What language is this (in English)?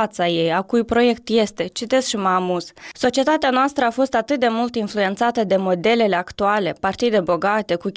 Romanian